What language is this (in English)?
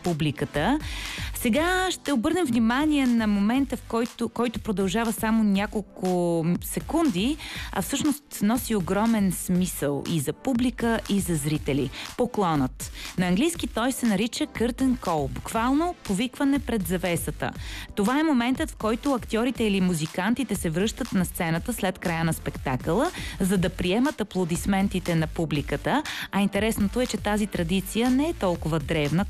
Bulgarian